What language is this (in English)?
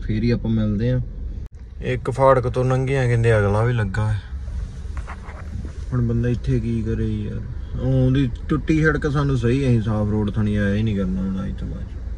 Punjabi